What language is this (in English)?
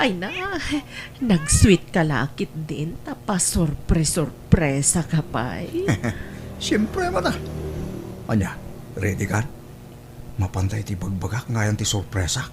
Iloko